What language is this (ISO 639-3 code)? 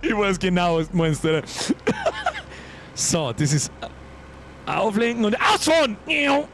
bar